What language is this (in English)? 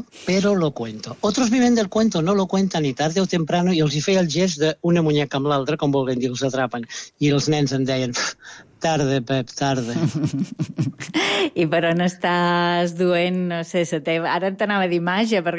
Catalan